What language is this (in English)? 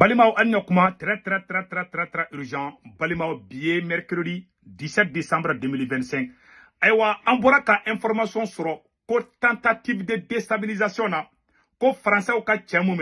Bambara